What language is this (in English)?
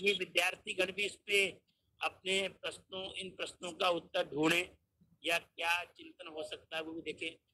Hindi